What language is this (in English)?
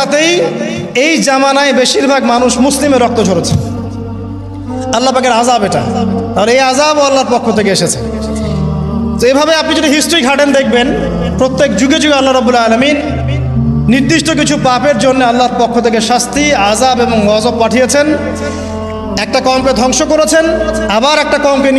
Bangla